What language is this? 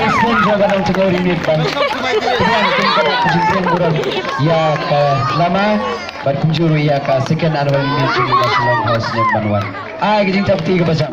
Khasi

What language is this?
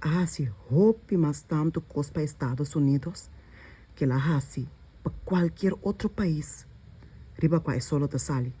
Papiamento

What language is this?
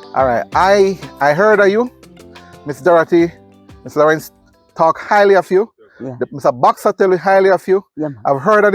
Jamaican Creole English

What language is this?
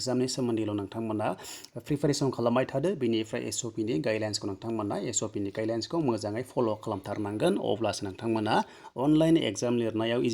Bodo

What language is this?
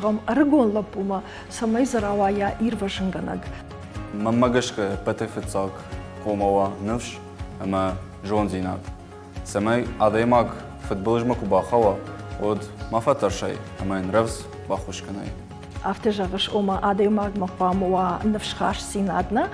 Ossetic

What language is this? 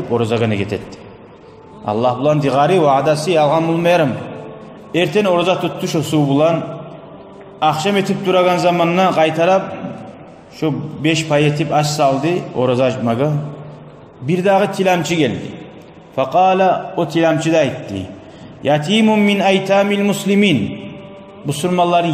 Kumyk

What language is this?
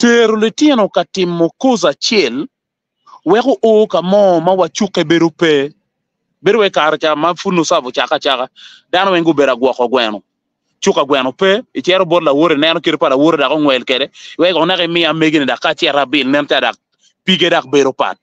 Acoli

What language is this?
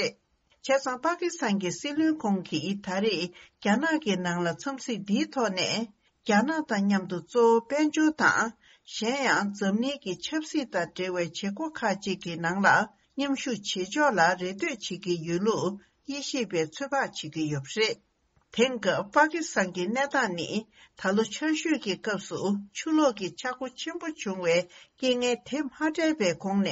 Tibetan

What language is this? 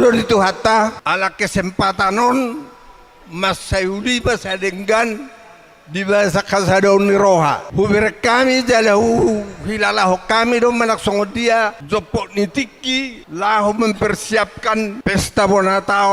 Batak Toba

